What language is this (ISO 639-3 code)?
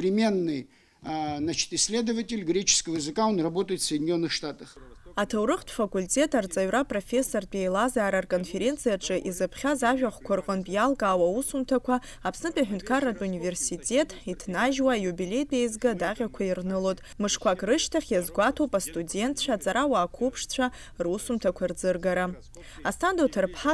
abk